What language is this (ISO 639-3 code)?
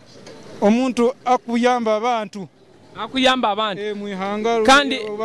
nyo